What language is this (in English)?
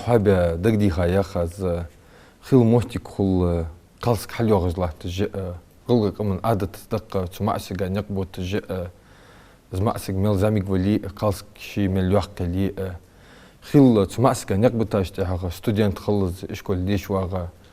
Ingush